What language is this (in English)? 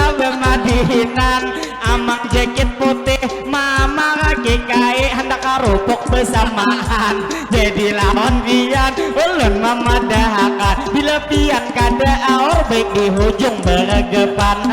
Banjar